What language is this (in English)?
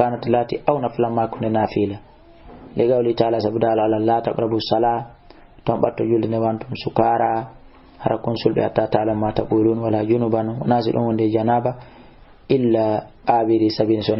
Fula